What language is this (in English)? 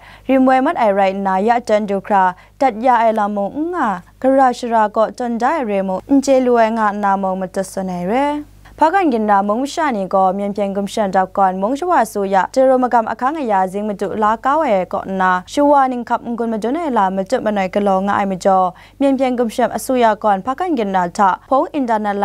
Kachin